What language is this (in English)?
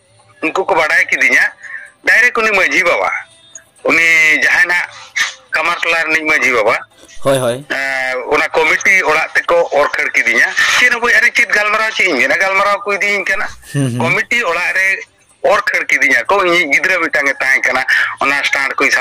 Santali